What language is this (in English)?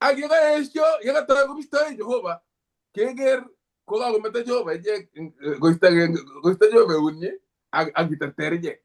Kalenjin